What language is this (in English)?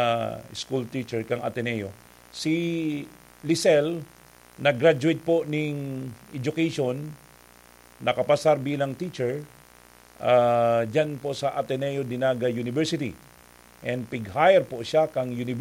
Bikol